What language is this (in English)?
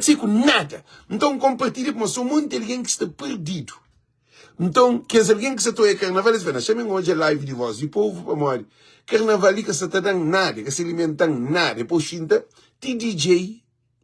Kabuverdianu